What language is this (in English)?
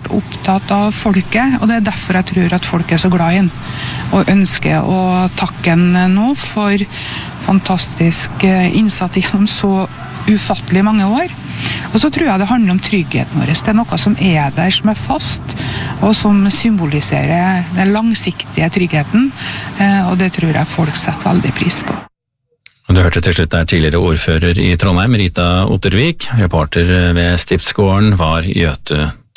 Norwegian